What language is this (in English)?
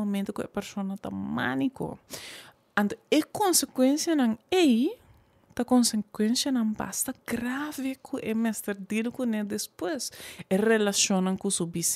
Papiamento